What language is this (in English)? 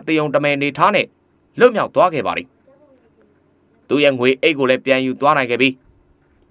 Burmese